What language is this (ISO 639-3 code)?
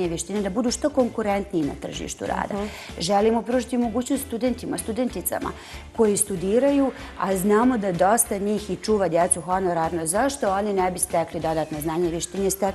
bos